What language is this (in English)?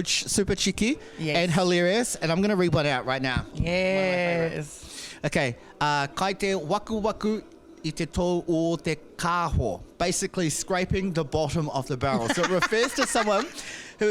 Māori